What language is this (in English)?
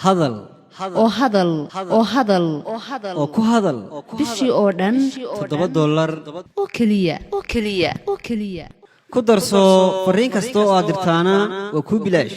Somali